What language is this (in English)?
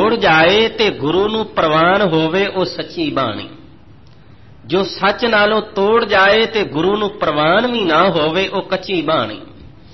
Punjabi